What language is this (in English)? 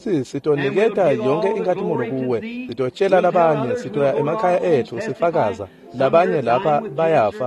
Swati